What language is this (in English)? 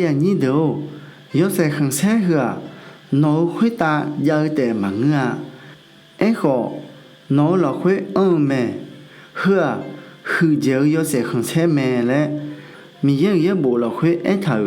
Akha